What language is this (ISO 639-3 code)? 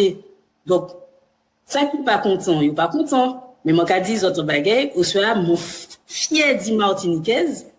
gcf